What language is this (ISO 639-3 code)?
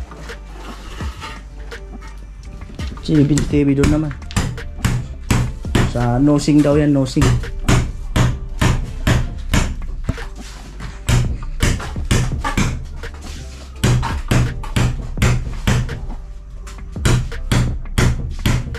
fil